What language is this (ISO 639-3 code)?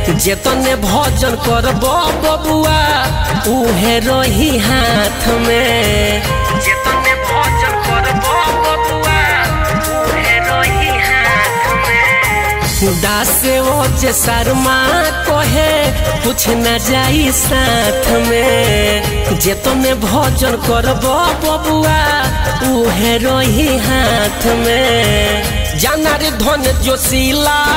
bho